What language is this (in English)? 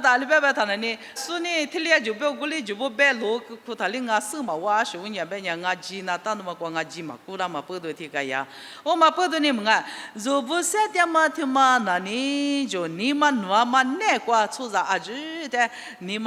Lisu